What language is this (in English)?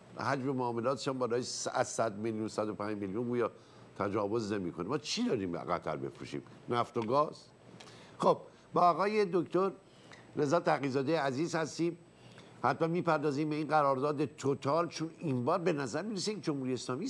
Persian